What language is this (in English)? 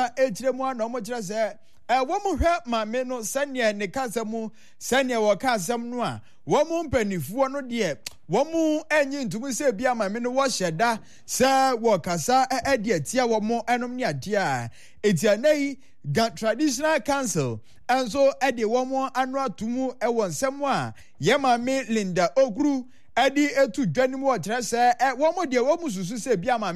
Akan